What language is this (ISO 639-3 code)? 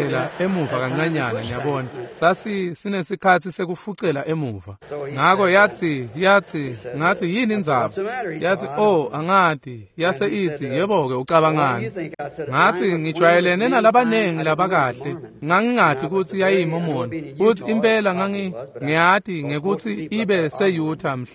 ssw